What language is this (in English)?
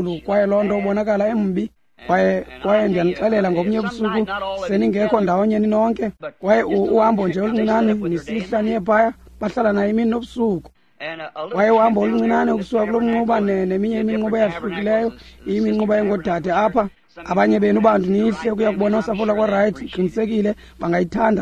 Xhosa